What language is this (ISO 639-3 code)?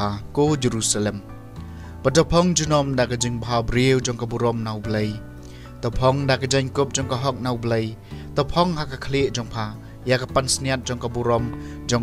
kha